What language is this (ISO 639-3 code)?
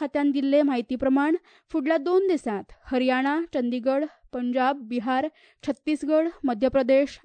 kok